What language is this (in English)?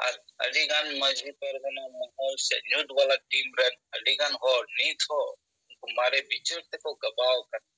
Santali